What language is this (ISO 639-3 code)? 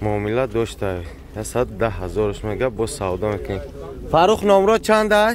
tgk